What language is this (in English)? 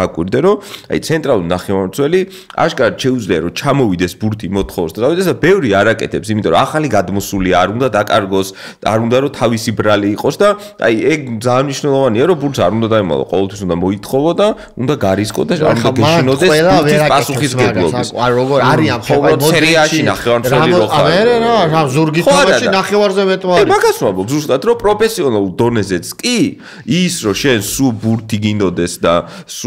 Georgian